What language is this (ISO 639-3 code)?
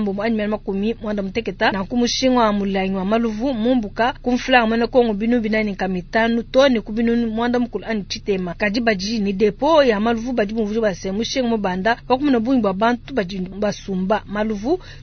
lua